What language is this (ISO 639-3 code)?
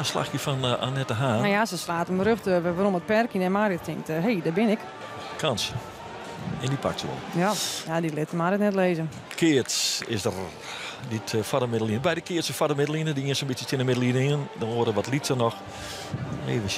fry